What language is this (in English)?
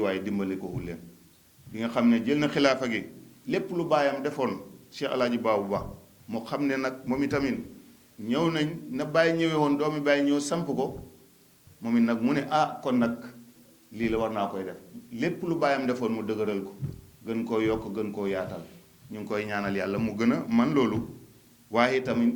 Wolof